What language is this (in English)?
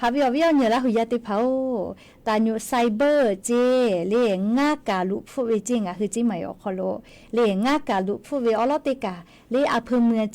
Lahu